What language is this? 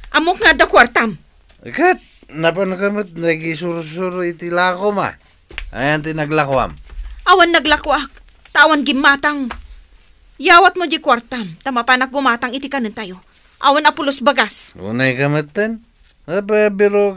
Iloko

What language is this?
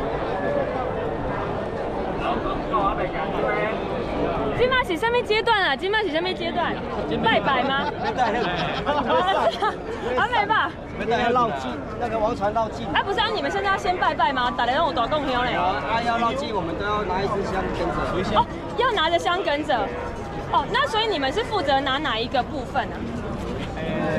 Chinese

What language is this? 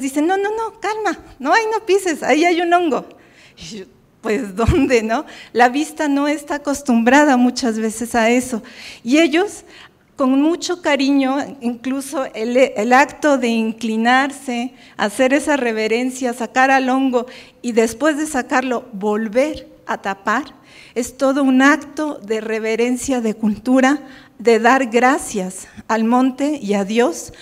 Spanish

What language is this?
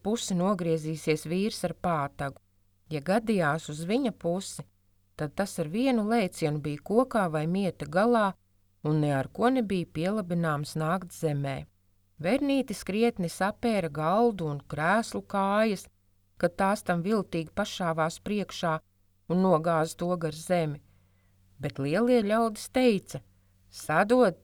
Latvian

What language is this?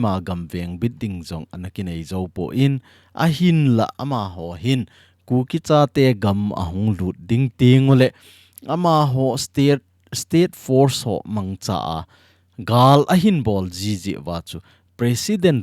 Thado Chin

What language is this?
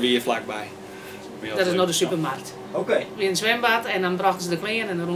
Western Frisian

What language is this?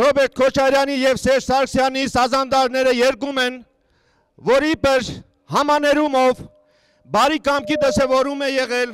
Armenian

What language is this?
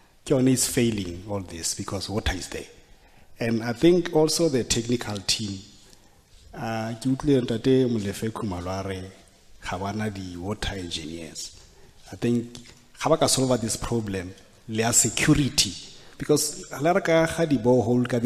Tswana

